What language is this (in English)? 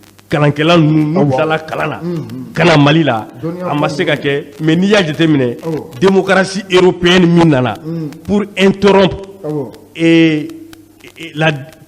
Bambara